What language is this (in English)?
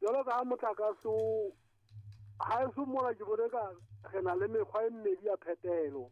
Southern Sotho